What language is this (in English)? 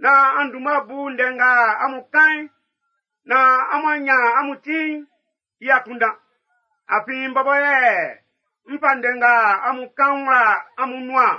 Baoulé